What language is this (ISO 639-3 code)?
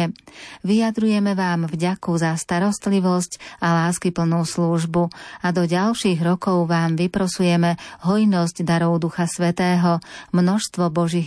slk